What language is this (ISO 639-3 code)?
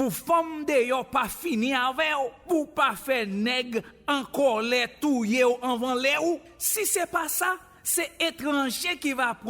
hat